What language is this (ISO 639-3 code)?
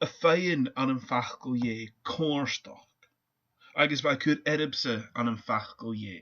gla